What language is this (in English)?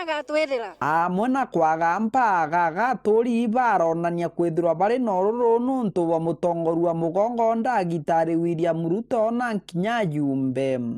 Meru